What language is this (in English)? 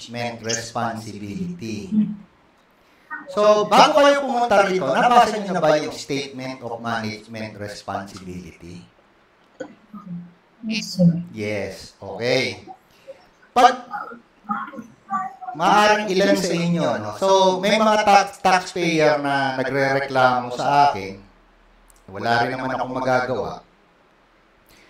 Filipino